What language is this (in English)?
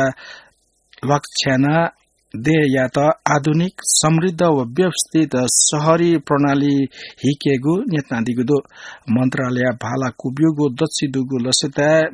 Newari